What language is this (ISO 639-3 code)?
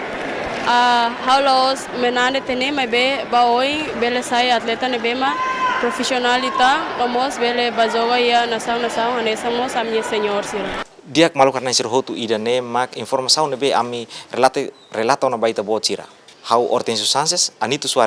tet